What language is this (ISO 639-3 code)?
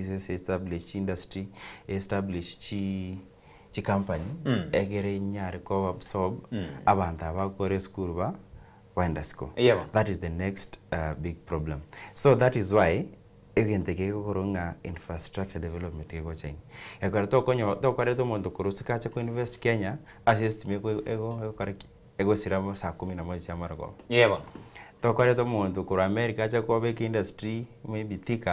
guz